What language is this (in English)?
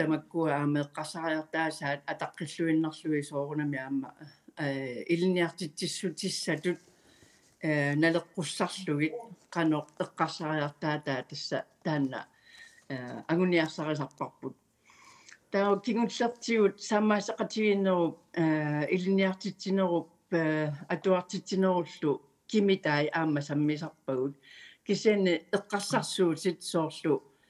Kalaallisut